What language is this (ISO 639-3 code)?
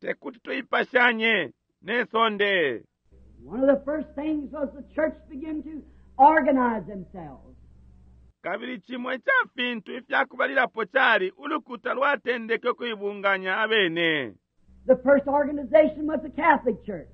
bem